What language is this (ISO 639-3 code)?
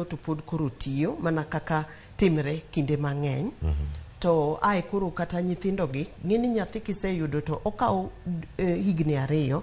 luo